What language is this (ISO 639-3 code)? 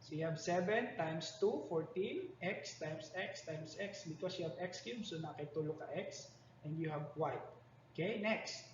ceb